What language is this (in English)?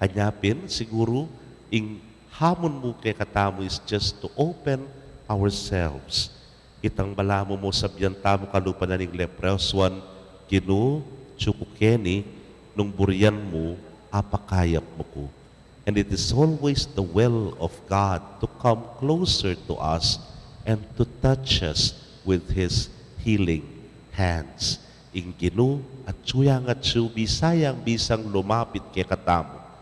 Pampanga